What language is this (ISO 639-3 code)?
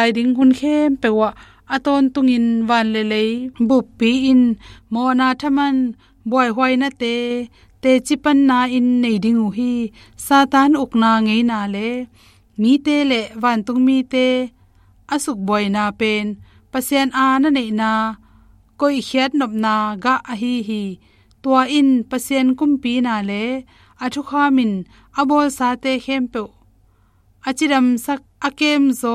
ctd